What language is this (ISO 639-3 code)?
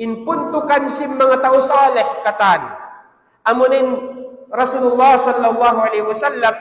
tsg